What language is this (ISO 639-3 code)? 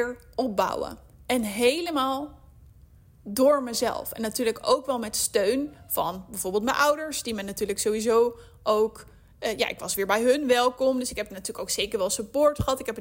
nld